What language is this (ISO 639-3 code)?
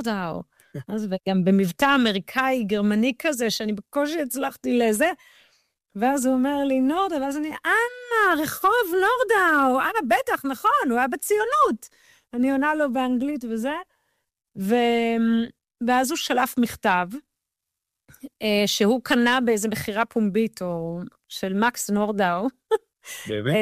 heb